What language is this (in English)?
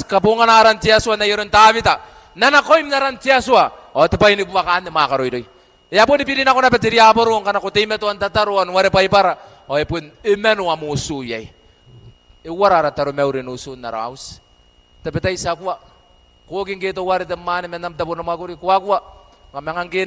Gilbertese